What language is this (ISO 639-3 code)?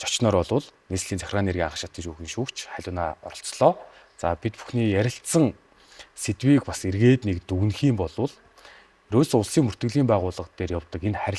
mon